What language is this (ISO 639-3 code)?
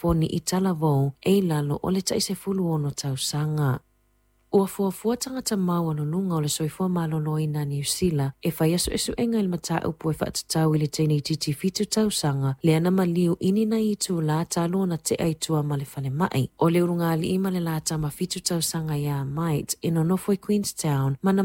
smo